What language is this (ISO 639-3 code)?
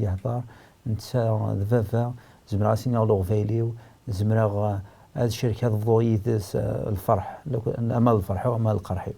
kab